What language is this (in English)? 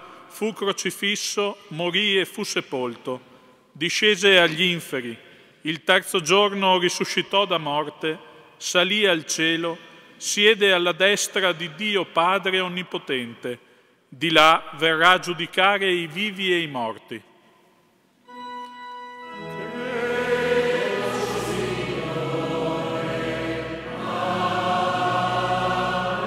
Italian